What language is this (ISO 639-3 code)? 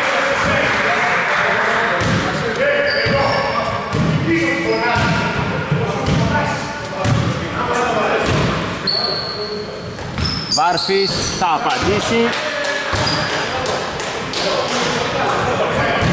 ell